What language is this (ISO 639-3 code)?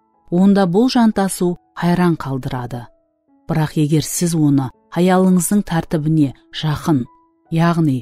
kaa